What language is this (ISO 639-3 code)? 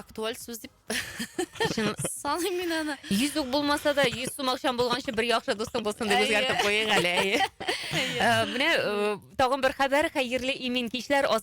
tat